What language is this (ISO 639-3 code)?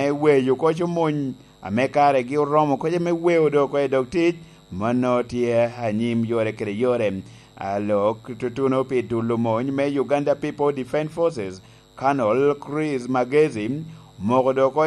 laj